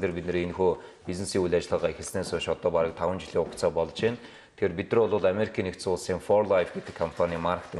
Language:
Mongolian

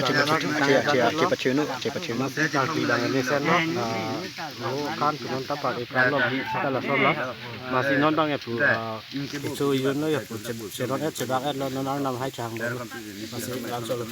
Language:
Karbi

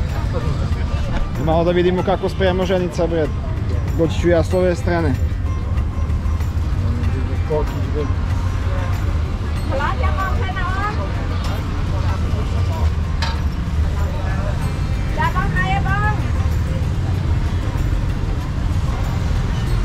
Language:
Serbian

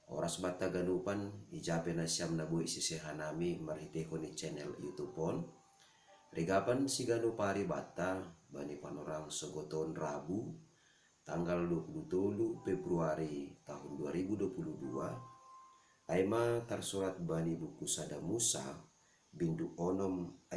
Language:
Batak Simalungun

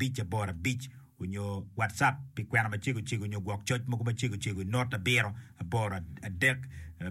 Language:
Acoli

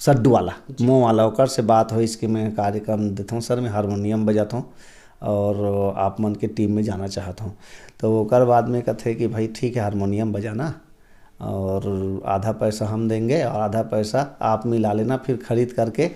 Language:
Chhattisgarhi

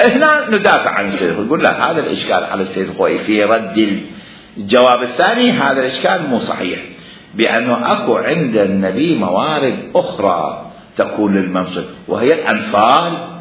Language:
Mesopotamian Arabic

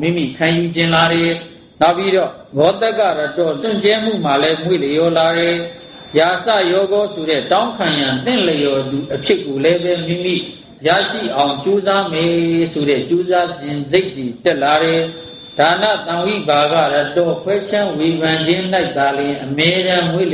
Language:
Burmese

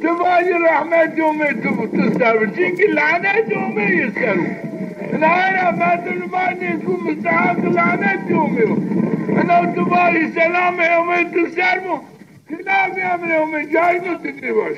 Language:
Zaza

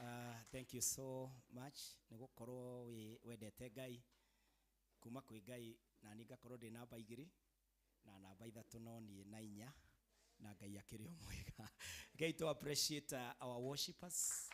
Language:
Kikuyu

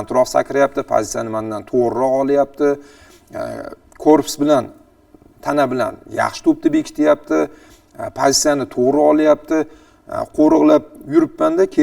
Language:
Uzbek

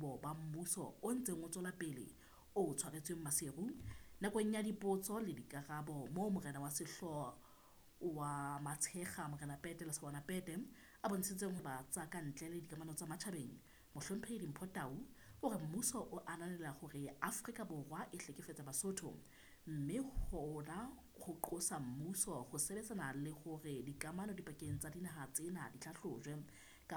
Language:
Southern Sotho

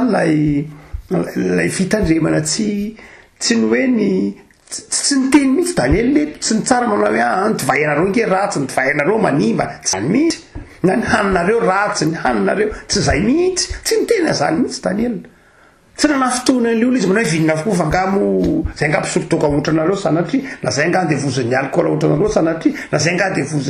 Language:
Malagasy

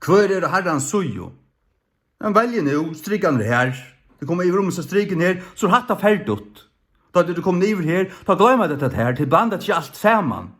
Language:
Faroese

